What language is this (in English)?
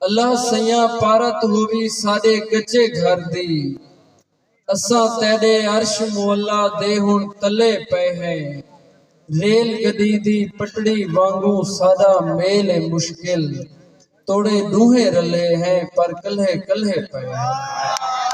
Saraiki